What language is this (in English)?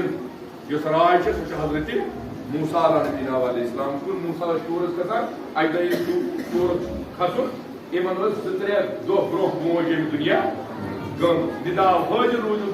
Kashmiri